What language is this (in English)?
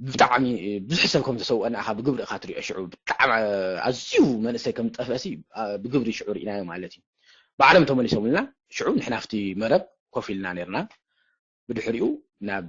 Tigrinya